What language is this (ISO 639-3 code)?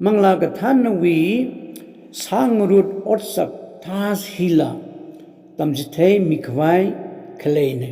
nmf